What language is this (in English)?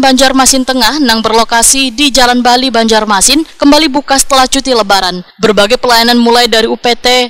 Banjar